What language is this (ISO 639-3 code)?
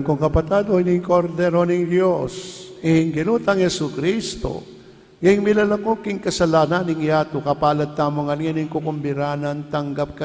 pam